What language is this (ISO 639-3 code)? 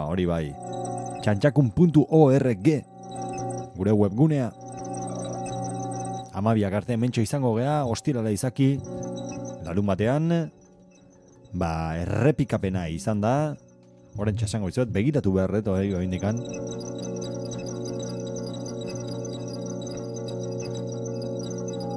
eus